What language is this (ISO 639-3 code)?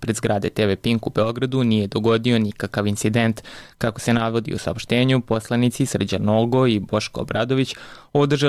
srp